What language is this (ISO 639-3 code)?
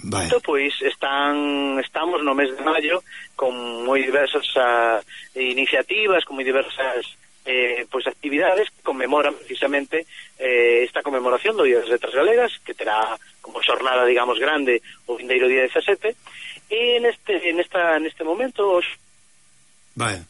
glg